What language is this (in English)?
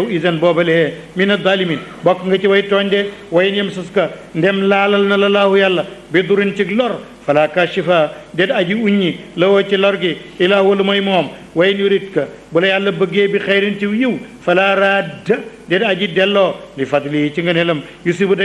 Wolof